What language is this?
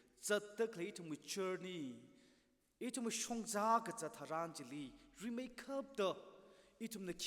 Tangkhul Naga (India)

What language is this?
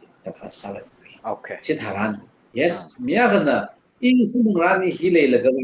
Tangkhul Naga (India)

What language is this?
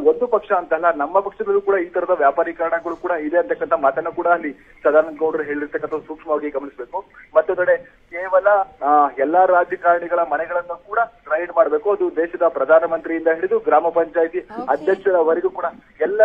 Kannada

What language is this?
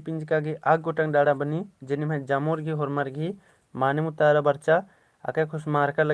Kurukh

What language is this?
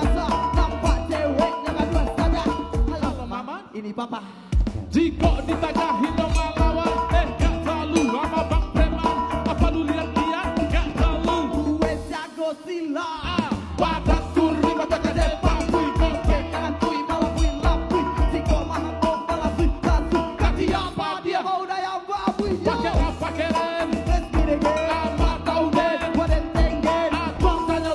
Minangkabau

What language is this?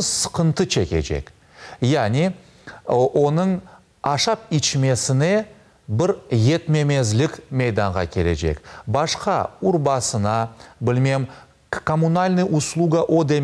Crimean Tatar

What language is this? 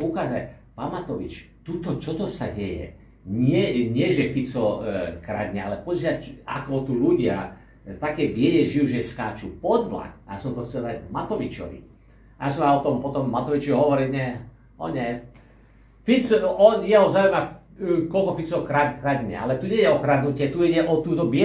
Slovak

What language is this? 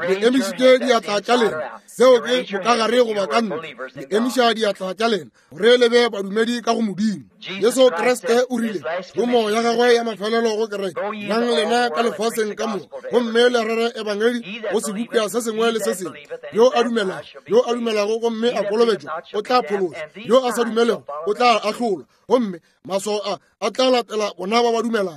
Northern Sotho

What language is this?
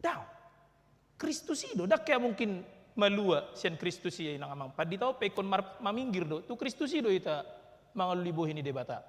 Batak Toba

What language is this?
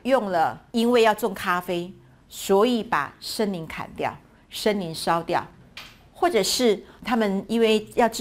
Chinese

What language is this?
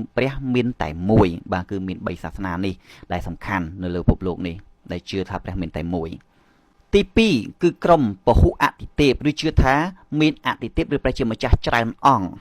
Khmer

